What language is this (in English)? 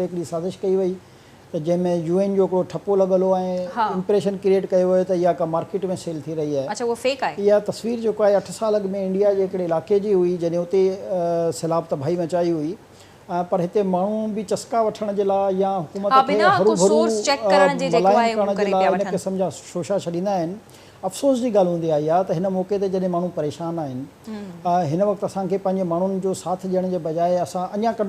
Sindhi